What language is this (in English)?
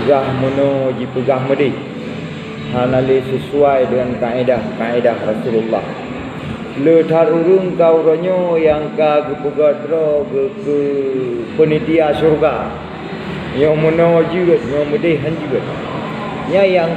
Achinese